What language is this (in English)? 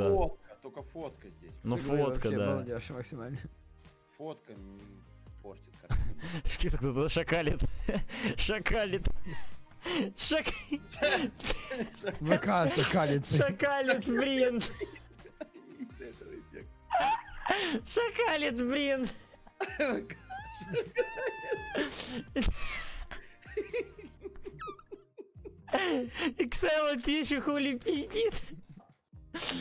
Russian